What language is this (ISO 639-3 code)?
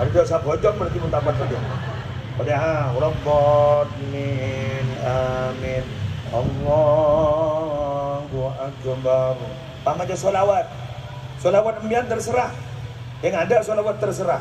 mad